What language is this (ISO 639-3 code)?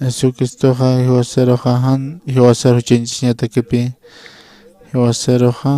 aym